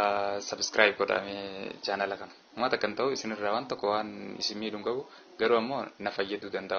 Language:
Oromo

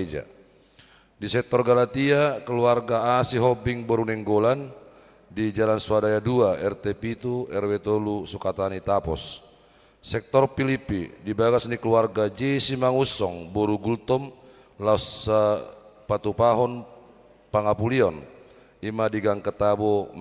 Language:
Batak Toba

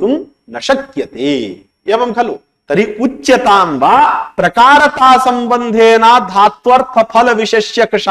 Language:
Sanskrit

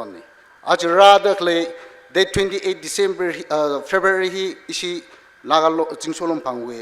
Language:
Tangkhul Naga (India)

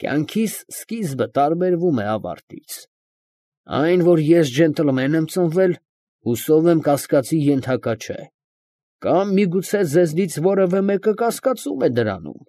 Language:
Armenian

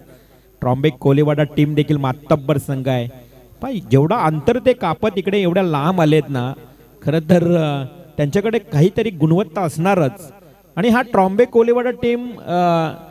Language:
Marathi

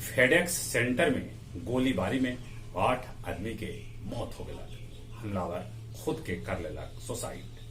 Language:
Magahi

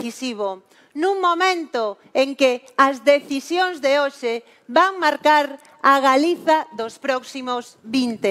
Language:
Galician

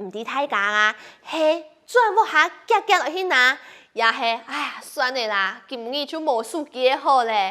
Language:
Hakka Chinese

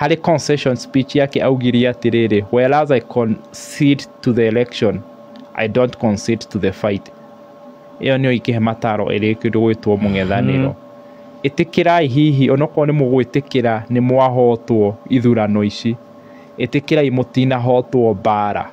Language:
Kikuyu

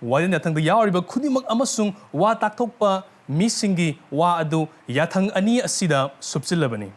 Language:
Manipuri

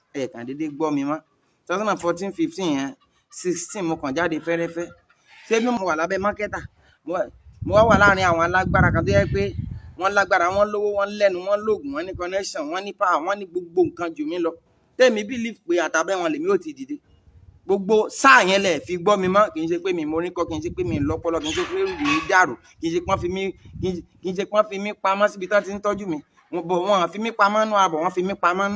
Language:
Yoruba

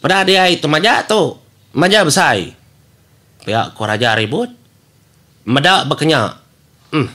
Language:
Iban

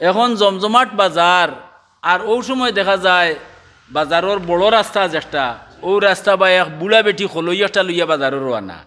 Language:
Sylheti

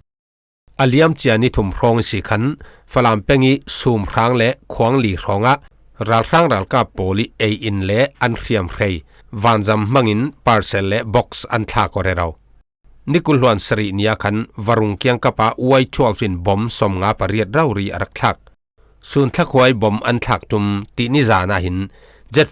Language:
Falam Chin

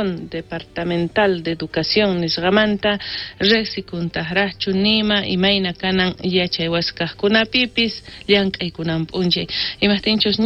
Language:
South Bolivian Quechua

